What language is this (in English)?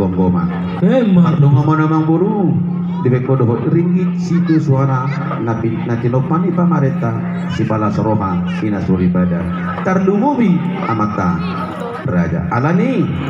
Batak Toba